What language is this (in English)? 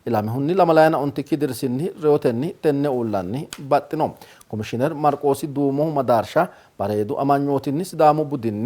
Sidamo